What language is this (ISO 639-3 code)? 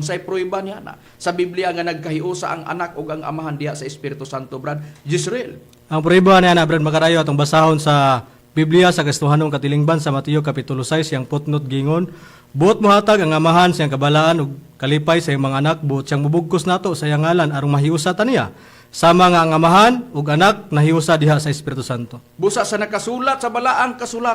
ceb